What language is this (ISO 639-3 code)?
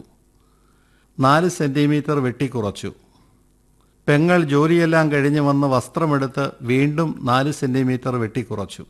mal